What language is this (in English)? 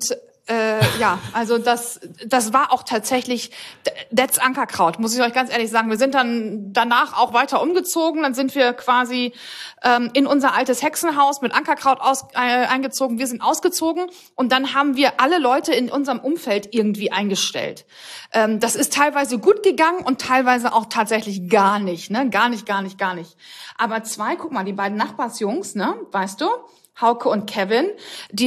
German